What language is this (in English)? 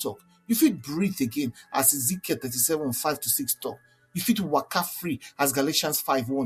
Nigerian Pidgin